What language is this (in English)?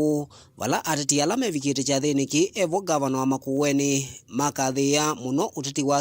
Kamba